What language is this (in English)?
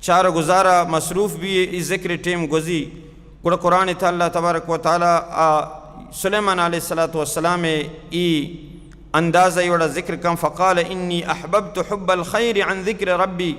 Baluchi